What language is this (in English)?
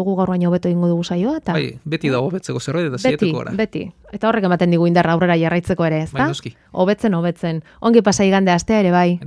Basque